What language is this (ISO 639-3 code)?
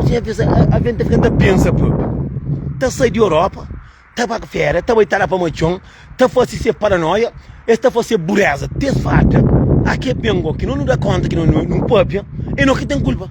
kea